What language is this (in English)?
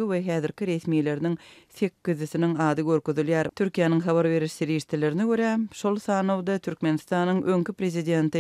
Turkmen